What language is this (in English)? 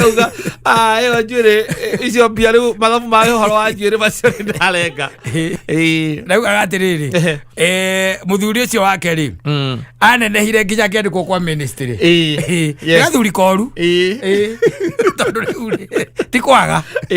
Kikuyu